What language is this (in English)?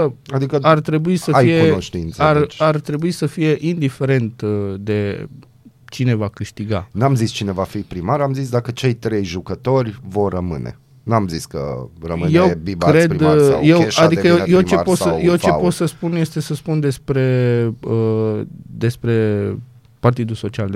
Romanian